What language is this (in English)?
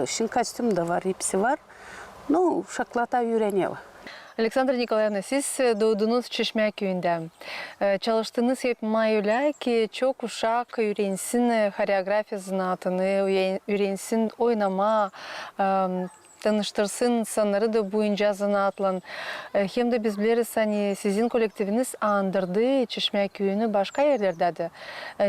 Gagauz